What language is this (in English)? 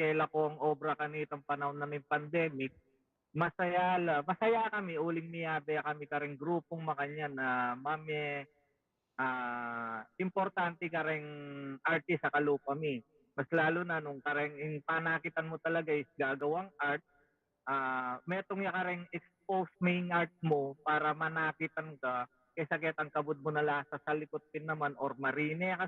Pampanga